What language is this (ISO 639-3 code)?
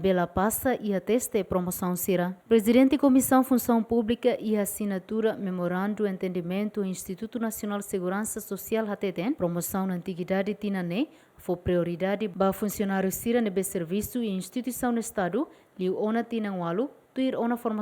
tet